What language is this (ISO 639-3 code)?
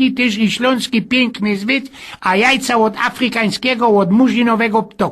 szl